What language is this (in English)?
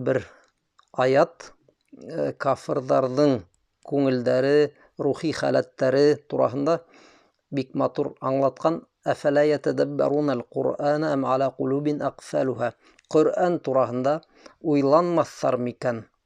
Bashkir